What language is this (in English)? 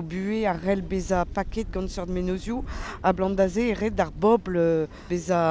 Breton